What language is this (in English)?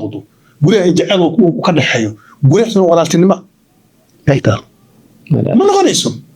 Somali